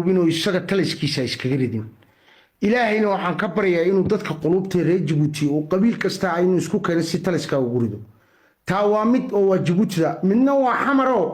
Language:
Somali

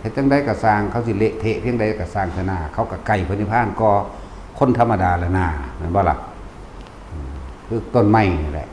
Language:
Lao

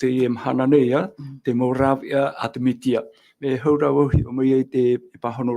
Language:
Tahitian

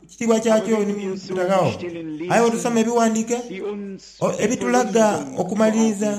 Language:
Soga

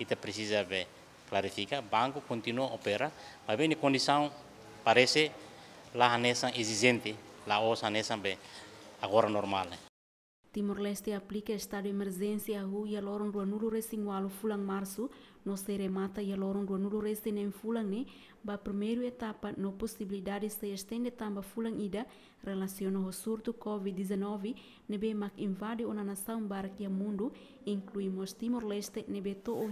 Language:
Tetum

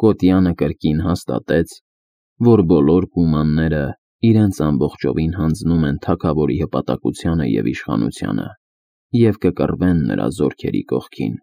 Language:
Armenian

